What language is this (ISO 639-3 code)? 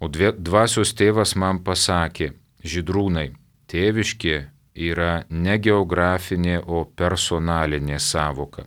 lit